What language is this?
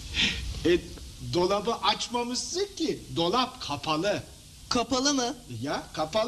Turkish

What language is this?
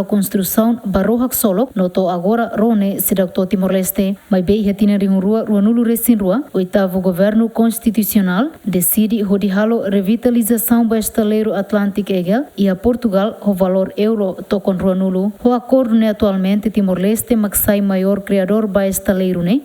Tetum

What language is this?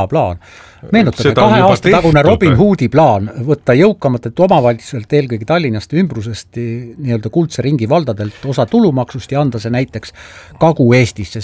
Estonian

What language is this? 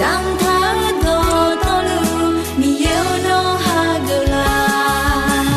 Akha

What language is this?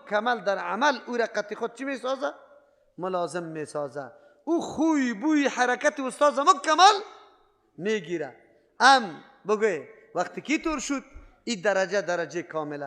Persian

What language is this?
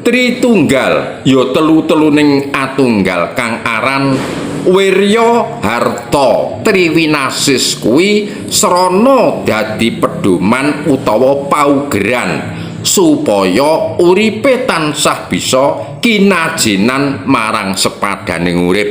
Javanese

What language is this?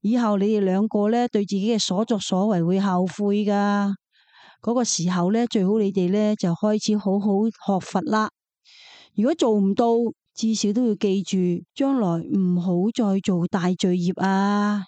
Cantonese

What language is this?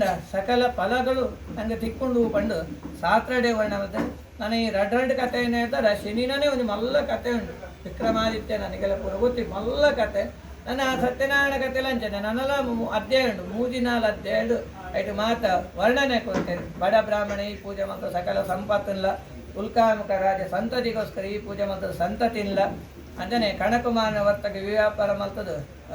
Tulu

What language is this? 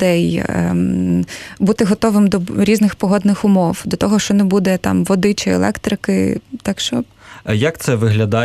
Ukrainian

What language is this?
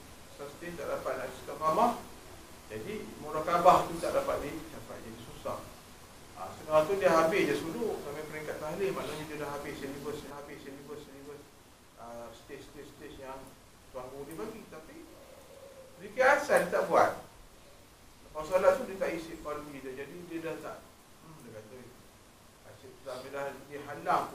Malay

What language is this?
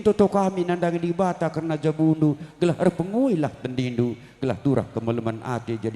Batak Karo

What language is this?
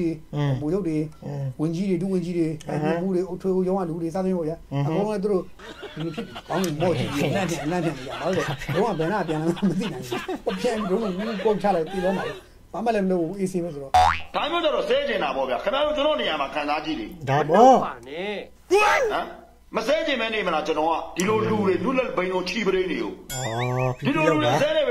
Burmese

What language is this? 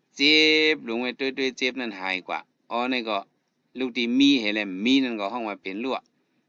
Shan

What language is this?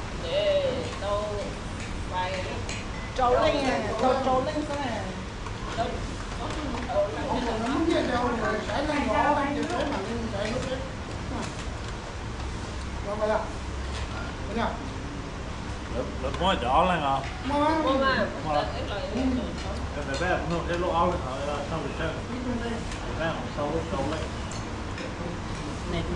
Vietnamese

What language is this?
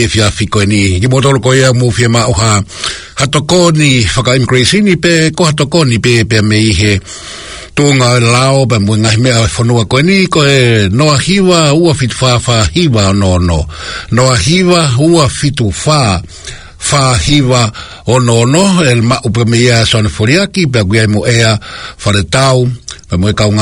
Tongan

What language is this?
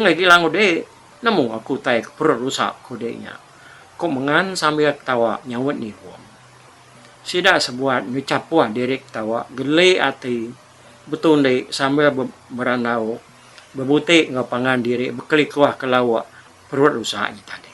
Iban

